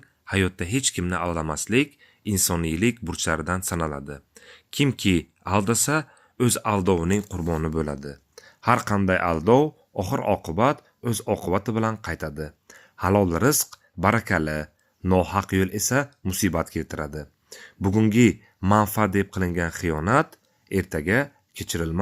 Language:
Uzbek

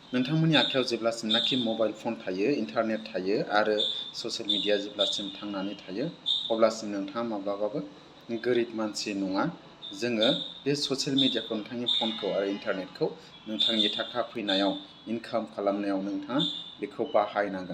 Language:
Bodo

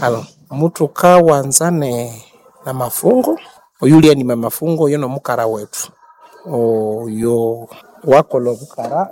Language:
Nande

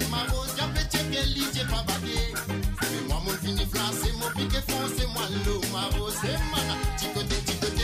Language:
Morisyen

